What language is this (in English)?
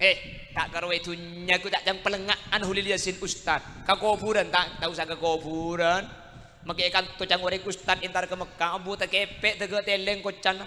Madurese